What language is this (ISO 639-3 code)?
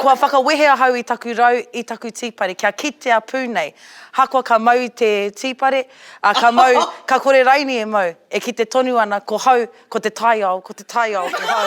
mri